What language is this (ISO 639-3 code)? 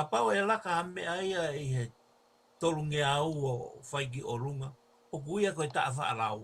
ton